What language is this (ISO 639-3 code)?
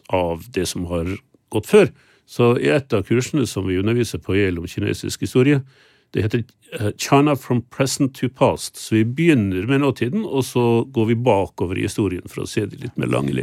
nor